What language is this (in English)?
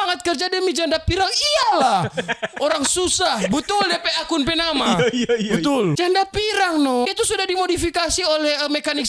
Manado Malay